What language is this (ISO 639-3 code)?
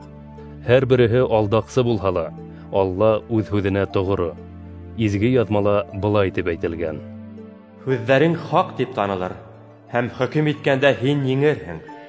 bak